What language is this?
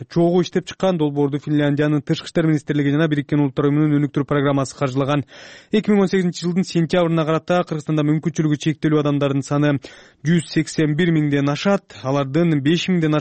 Kyrgyz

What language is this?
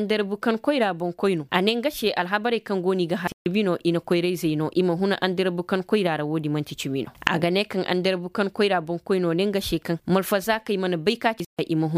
Koyraboro Senni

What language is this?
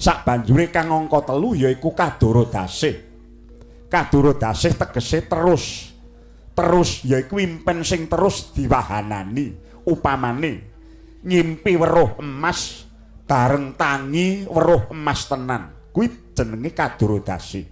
Javanese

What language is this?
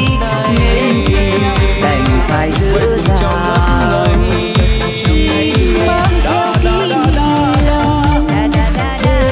Vietnamese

